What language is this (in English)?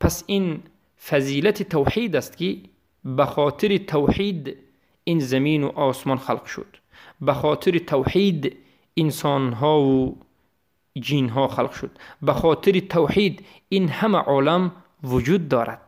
Tajik